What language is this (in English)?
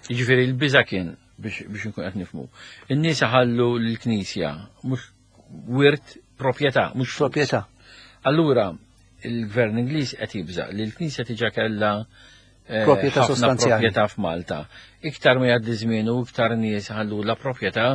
Maltese